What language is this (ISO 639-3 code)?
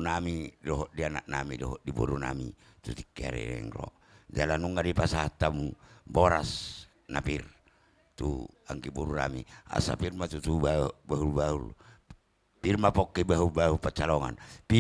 bbc